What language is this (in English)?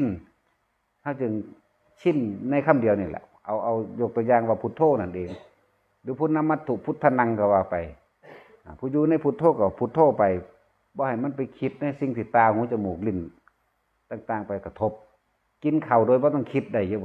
Northeastern Thai